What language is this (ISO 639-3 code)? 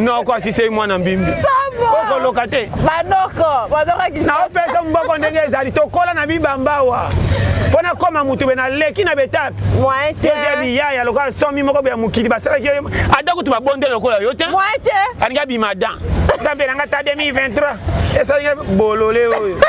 lin